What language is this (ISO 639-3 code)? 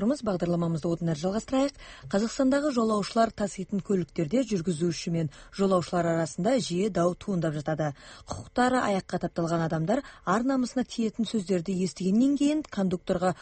kaz